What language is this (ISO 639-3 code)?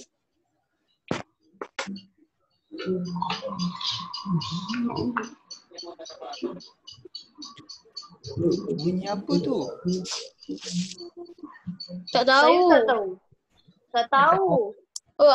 msa